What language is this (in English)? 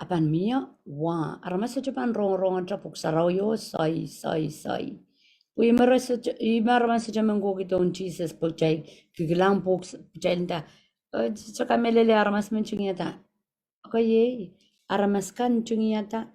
Pohnpeian